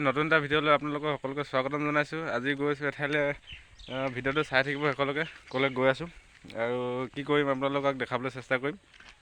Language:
Assamese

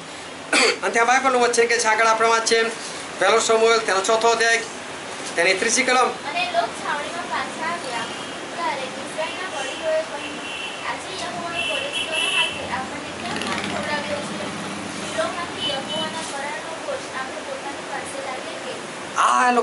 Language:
Gujarati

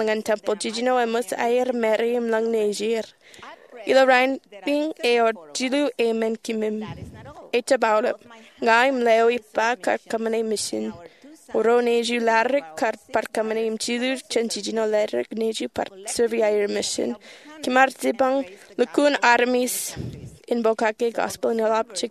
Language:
Marshallese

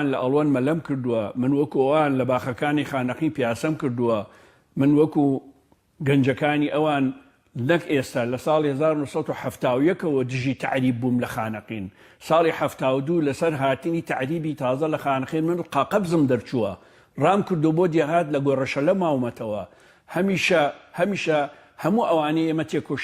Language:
Central Kurdish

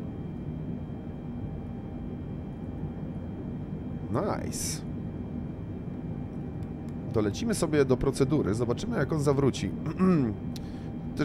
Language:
Polish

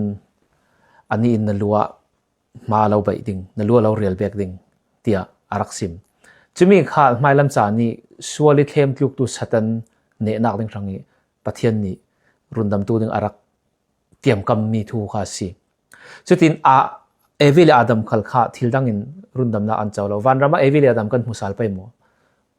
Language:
Falam Chin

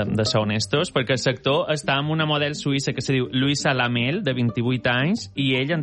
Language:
Catalan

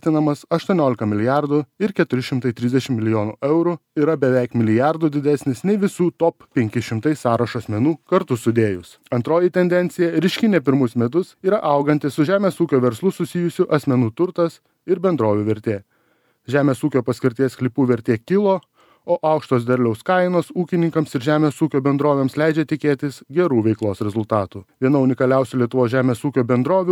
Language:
Lithuanian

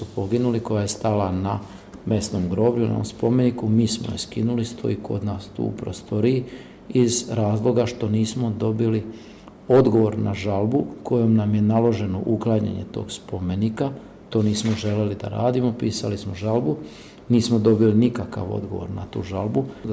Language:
Serbian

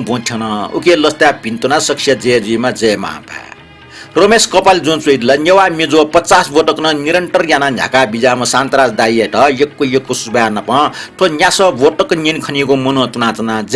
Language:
Newari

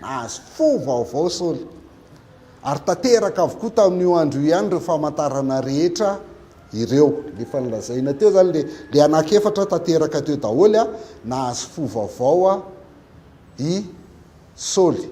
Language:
Malagasy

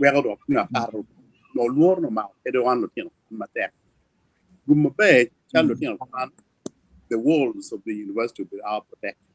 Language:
Acoli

